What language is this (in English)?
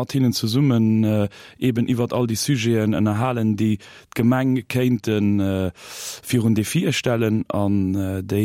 Luxembourgish